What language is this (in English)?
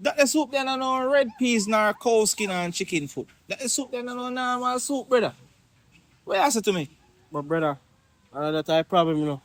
Jamaican Creole English